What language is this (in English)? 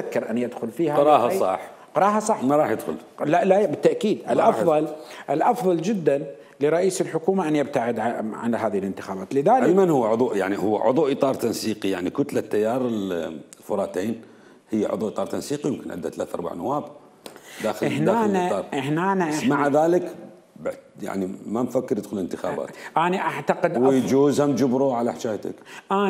Mesopotamian Arabic